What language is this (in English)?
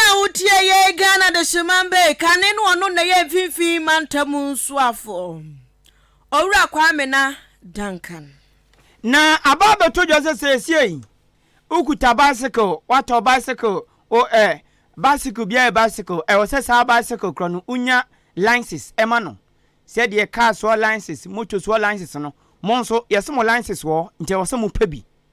Akan